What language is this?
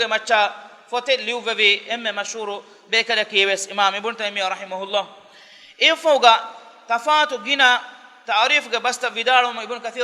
Divehi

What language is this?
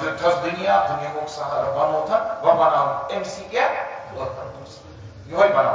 Kashmiri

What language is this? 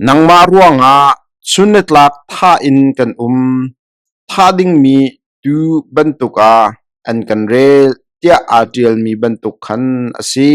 Hakha Chin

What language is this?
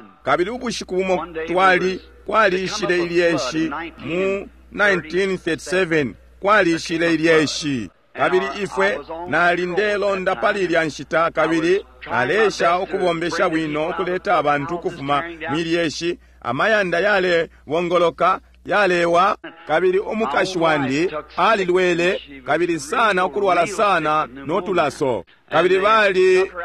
Bemba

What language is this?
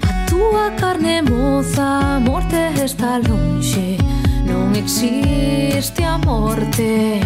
Galician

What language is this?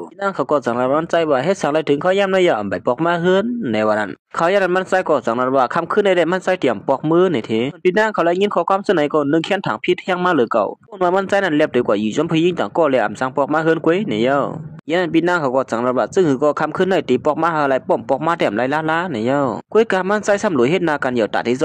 Shan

